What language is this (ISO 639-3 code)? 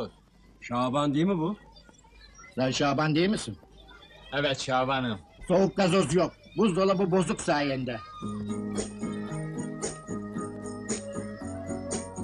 tur